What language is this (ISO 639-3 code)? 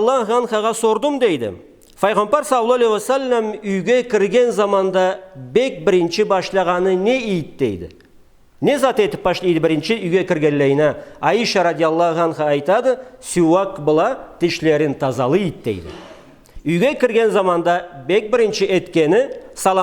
krc